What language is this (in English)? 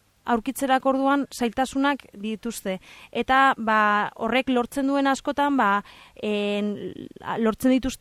Basque